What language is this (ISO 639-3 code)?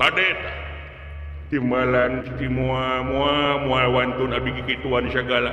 sun